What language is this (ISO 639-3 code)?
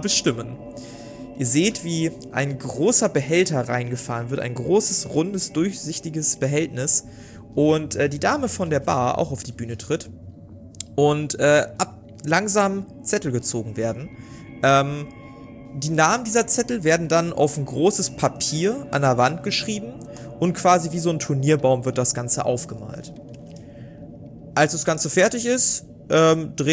deu